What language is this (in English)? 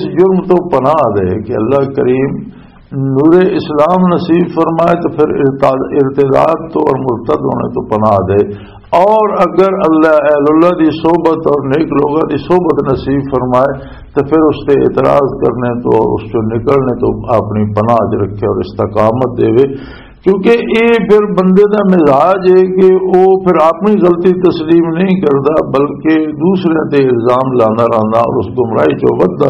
Western Panjabi